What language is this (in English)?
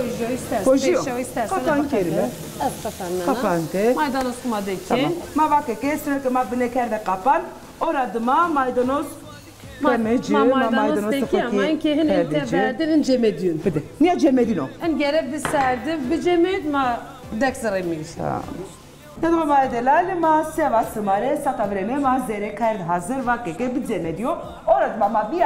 Zaza